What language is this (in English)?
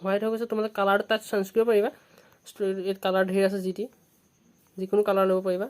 Assamese